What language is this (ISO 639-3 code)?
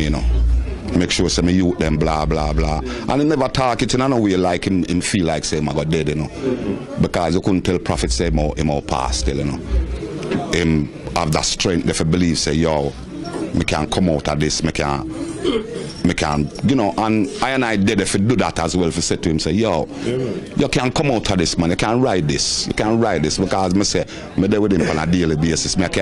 jam